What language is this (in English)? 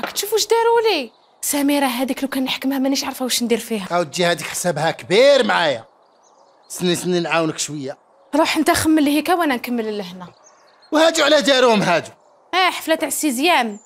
Algerian Arabic